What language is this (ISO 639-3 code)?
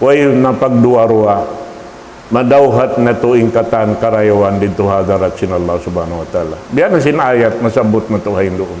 tsg